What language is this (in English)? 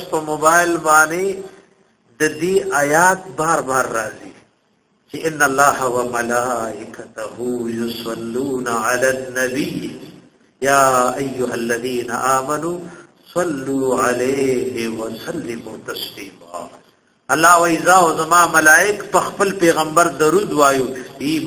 Pashto